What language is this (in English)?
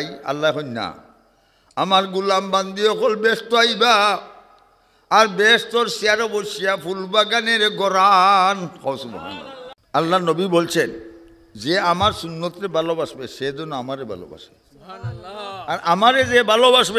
Sylheti